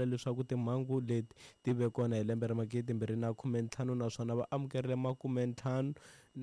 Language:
Tsonga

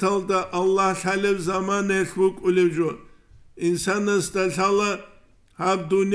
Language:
Avaric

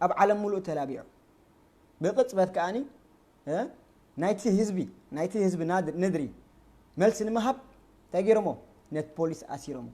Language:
Tigrinya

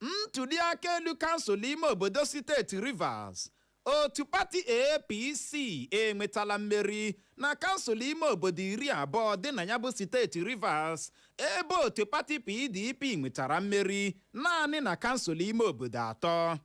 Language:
Igbo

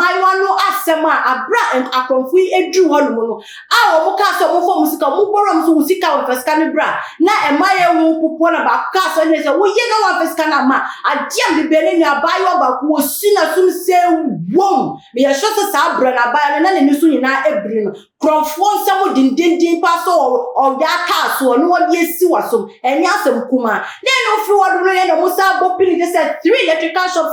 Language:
Akan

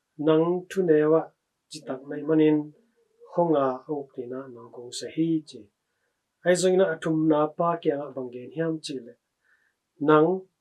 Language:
Tedim Chin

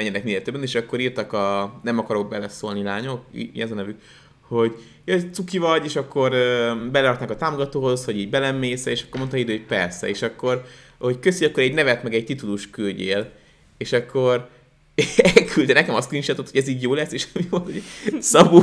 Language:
Hungarian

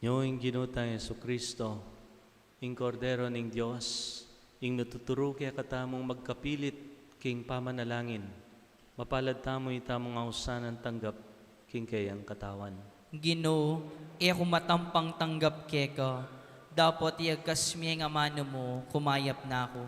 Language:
Pampanga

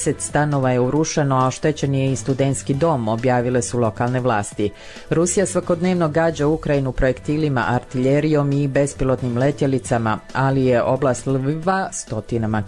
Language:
Croatian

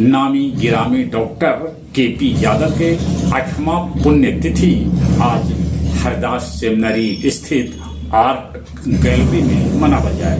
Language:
Magahi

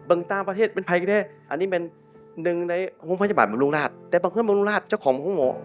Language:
Lao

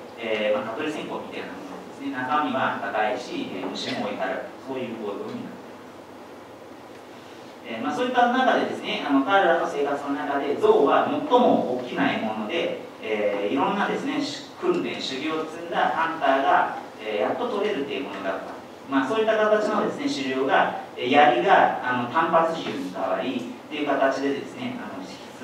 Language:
Japanese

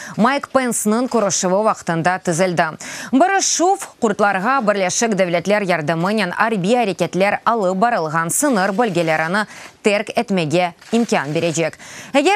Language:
Crimean Tatar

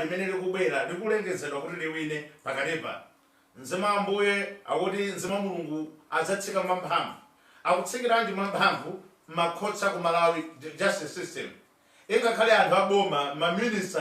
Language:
Nyanja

